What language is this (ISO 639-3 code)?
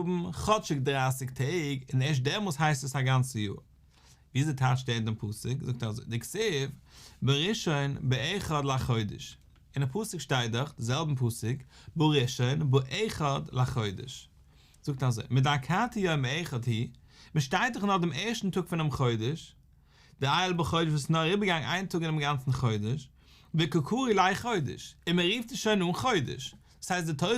yid